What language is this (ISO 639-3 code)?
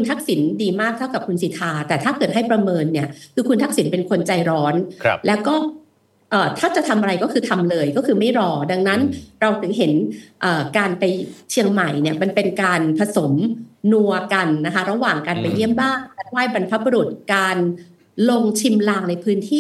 tha